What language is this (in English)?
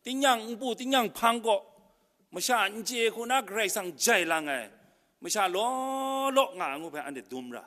Kachin